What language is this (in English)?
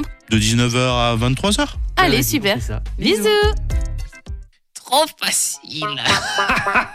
French